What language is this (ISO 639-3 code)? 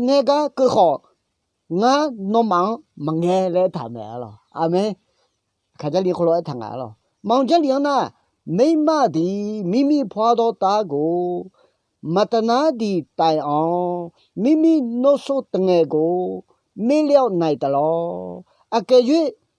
ahk